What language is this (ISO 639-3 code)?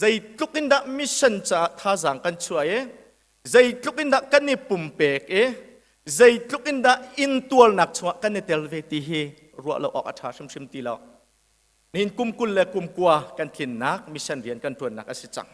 cnh